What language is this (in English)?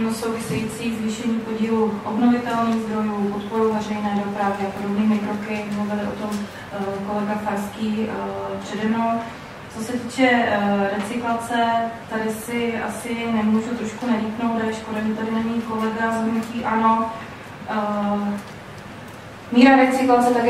Czech